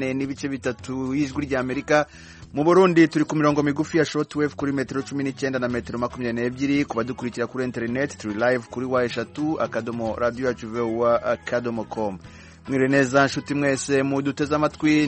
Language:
Kinyarwanda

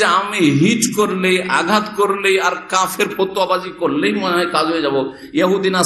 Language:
Bangla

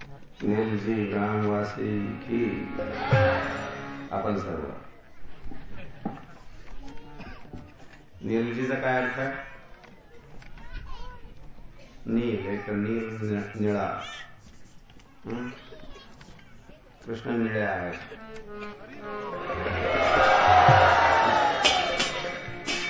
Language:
Marathi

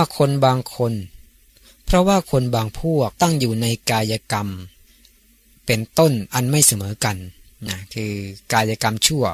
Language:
Thai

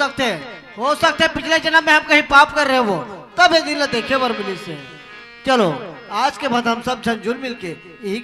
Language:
Chhattisgarhi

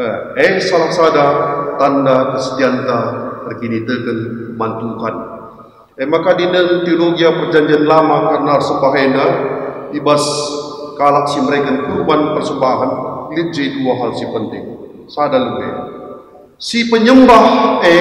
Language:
Batak Karo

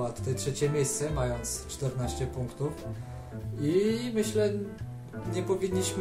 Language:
Polish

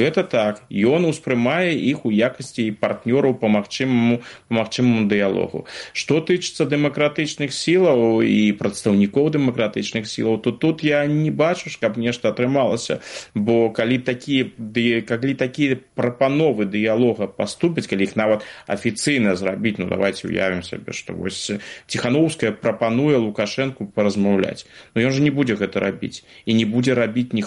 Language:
Belarusian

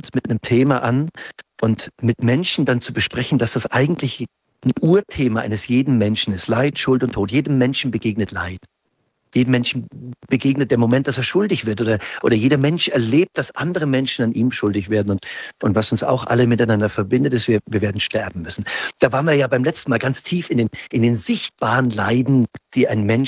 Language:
German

